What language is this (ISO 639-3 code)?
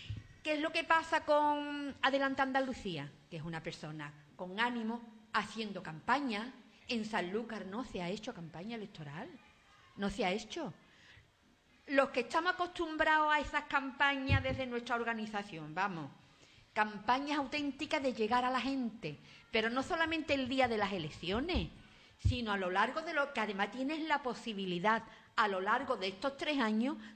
spa